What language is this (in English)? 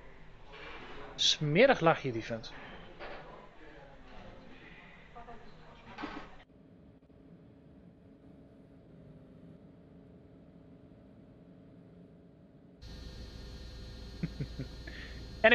English